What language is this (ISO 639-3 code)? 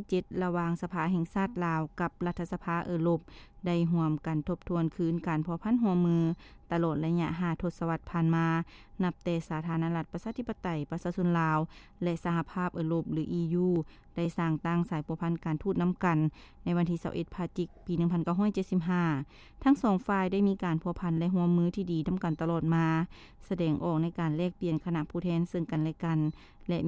lao